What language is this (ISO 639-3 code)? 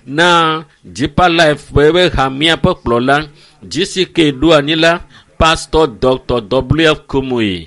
ewe